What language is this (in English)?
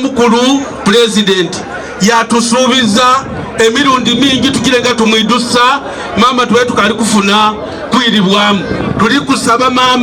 Soga